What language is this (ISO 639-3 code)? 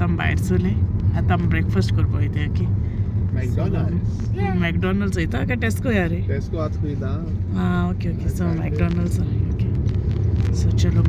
kok